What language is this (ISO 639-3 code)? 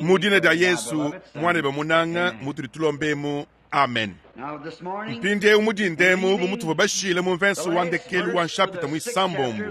lua